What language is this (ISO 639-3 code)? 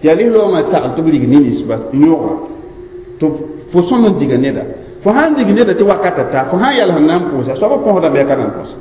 mos